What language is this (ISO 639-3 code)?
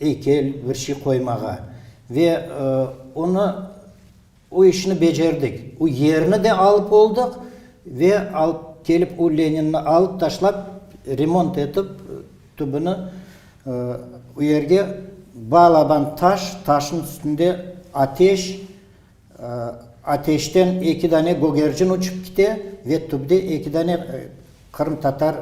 crh